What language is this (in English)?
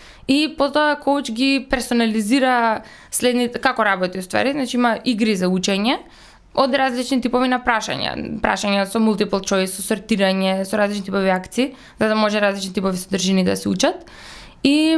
Macedonian